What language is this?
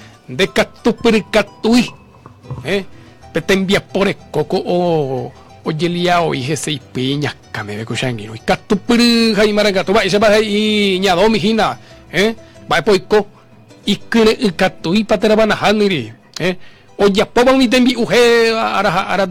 Guarani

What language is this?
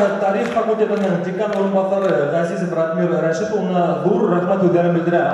Bashkir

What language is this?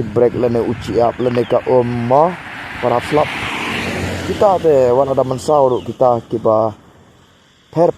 Khasi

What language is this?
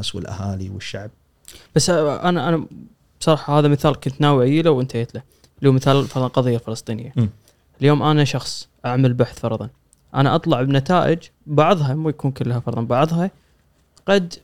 Gulf Arabic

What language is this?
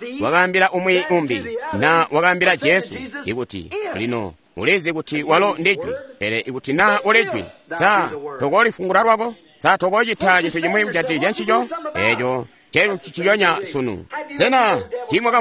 Tonga (Zambia)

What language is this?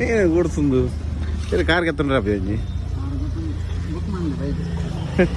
Tulu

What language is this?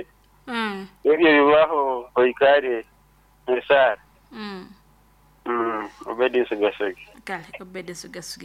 Nyoro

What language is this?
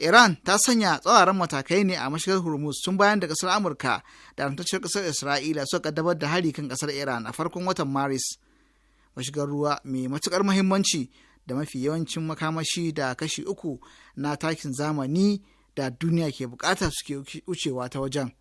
Hausa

